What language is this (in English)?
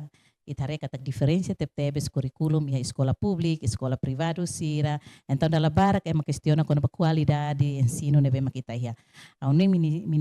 Tetum